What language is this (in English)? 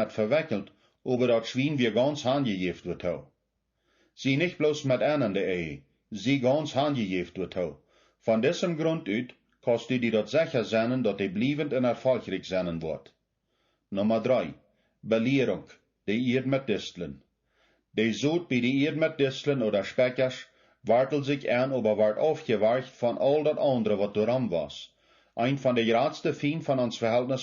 Plautdietsch